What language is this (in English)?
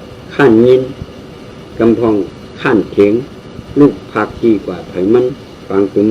Shan